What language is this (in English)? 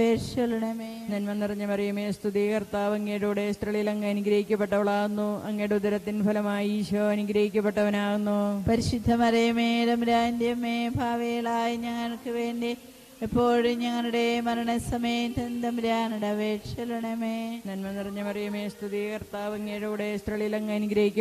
Malayalam